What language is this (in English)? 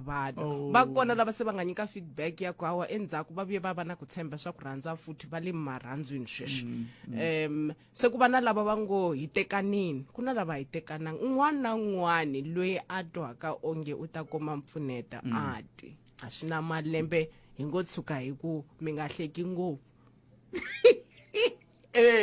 Tsonga